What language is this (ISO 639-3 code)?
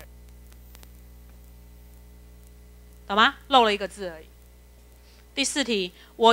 zho